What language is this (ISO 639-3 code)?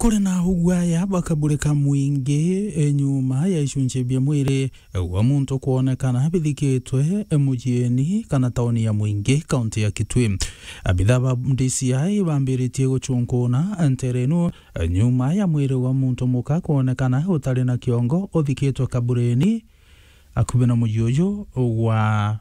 mer